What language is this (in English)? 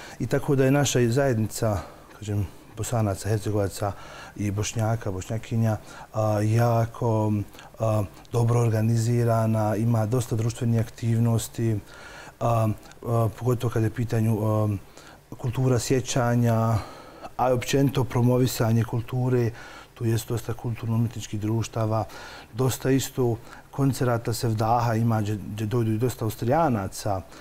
Bosnian